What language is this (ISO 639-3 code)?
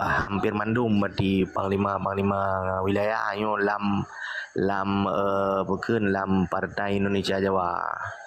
ace